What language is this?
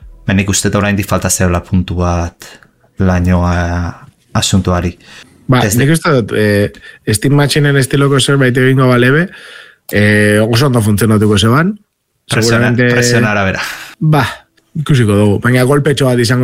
Basque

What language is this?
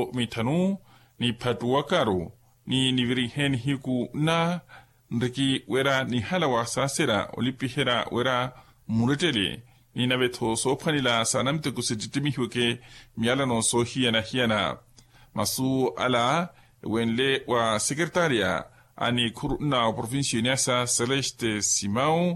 Makhuwa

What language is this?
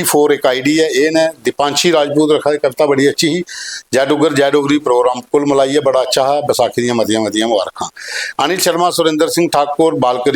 Dogri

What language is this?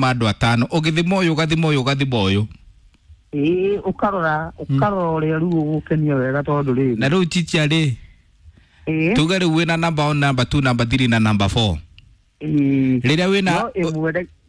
Kikuyu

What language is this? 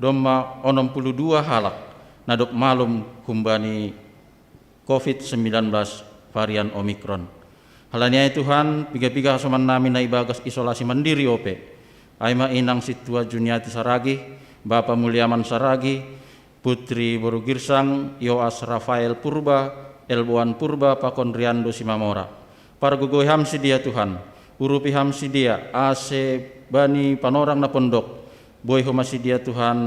Batak Simalungun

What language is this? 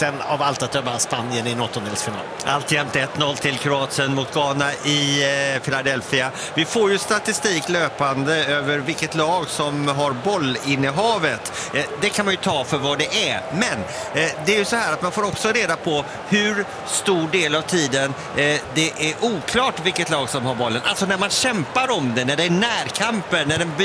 Swedish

